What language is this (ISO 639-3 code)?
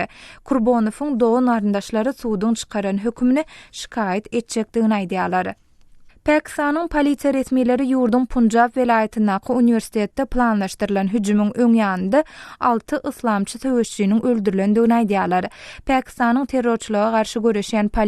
tuk